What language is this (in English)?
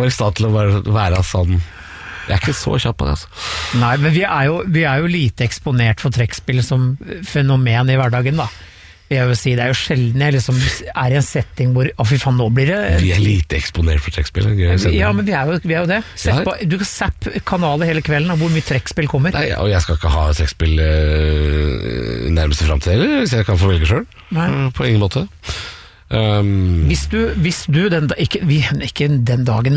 Norwegian